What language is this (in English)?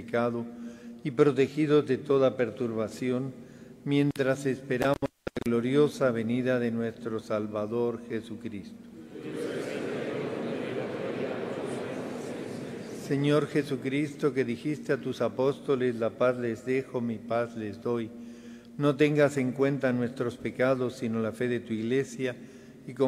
Spanish